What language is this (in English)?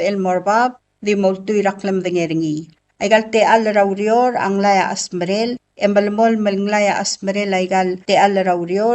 Palauan